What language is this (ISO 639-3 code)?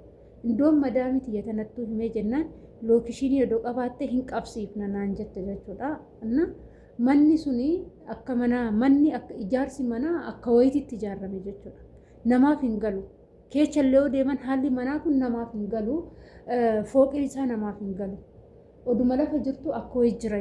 orm